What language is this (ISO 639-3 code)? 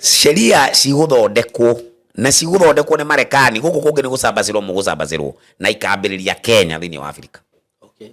kik